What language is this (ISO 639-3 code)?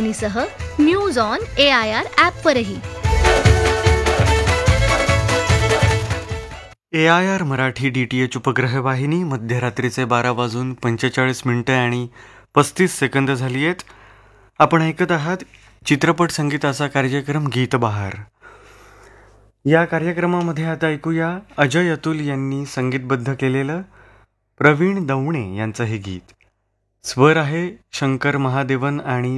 mar